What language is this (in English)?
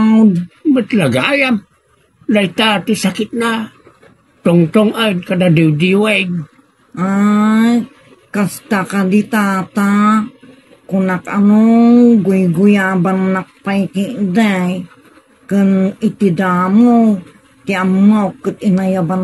Iloko